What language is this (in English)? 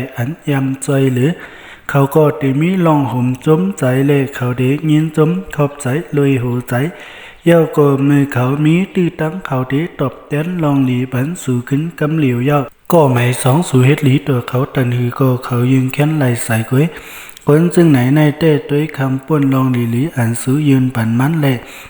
Shan